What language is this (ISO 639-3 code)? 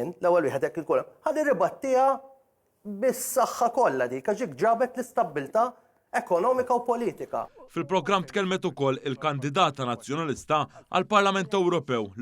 mlt